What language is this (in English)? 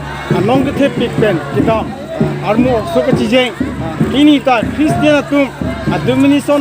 Karbi